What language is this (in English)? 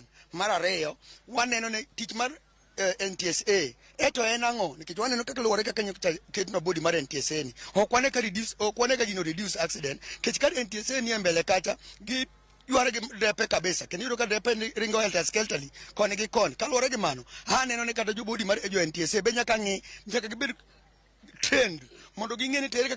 Luo (Kenya and Tanzania)